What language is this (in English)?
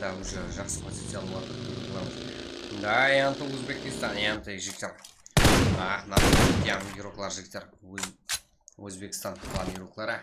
Kara-Kalpak